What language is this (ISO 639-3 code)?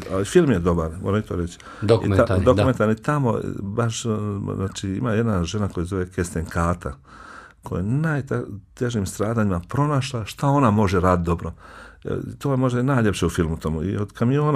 bos